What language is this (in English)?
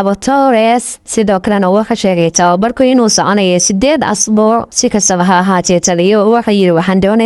Somali